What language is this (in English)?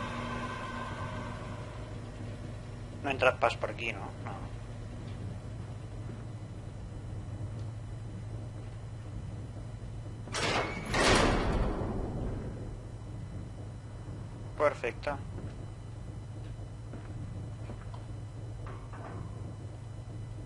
Catalan